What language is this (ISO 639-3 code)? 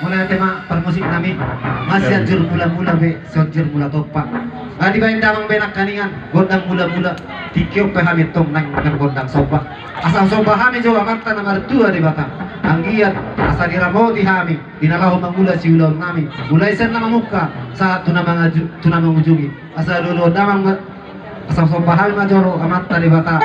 bbc